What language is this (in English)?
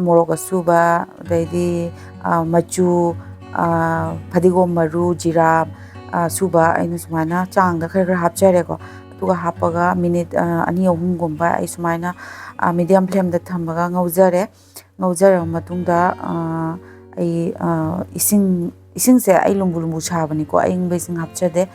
Manipuri